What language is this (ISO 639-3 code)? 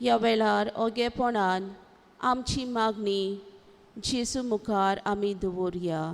kok